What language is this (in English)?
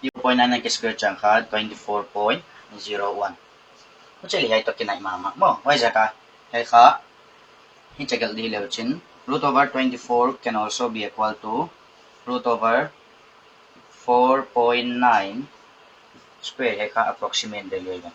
Paite Chin